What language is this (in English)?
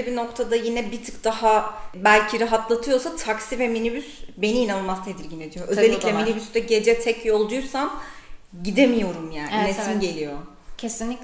Turkish